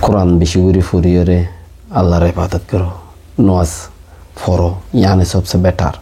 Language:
Rohingya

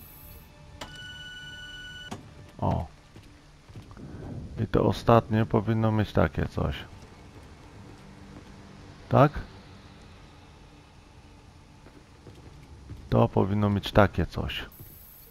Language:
Polish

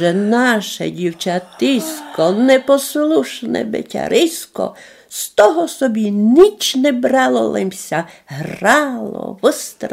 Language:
Rusyn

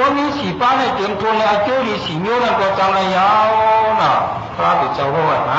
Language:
Shan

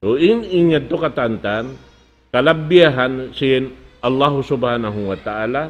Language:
Tausug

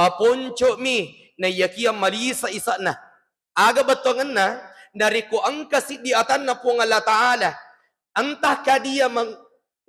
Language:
Buginese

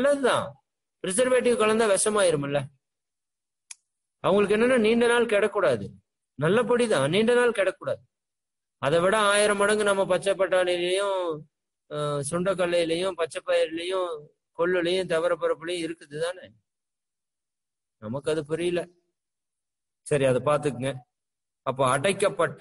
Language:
Tamil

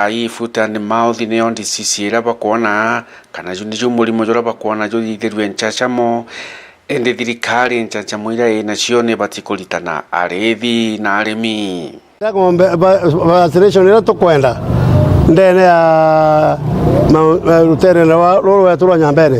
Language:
Meru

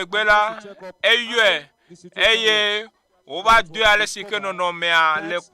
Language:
Ewe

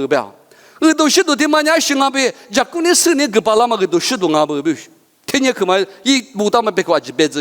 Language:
Lisu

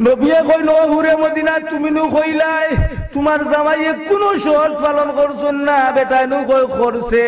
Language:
Sylheti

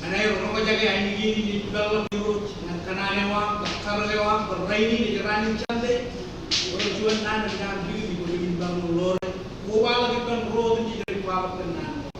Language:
Marshallese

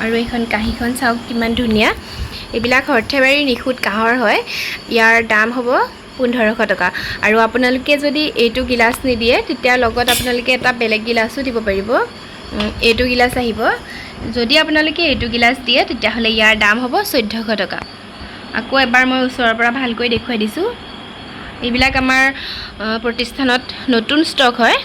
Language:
Assamese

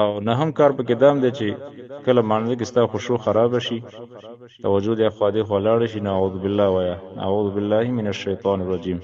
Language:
Pashto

